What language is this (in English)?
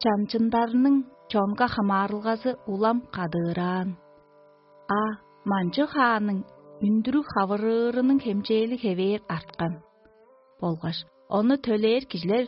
Tuvinian